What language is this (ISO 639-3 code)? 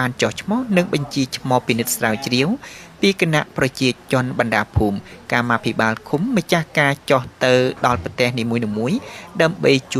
khm